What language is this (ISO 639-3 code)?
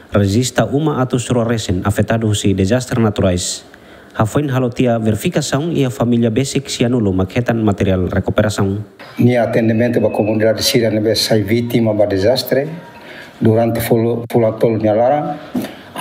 tet